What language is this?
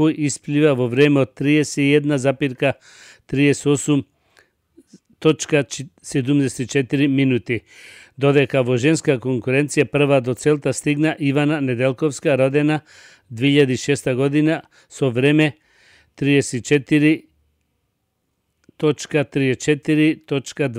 Macedonian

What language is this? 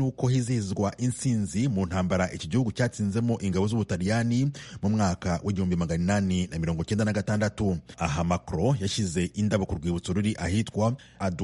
Kinyarwanda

